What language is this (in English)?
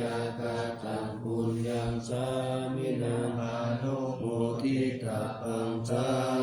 Pali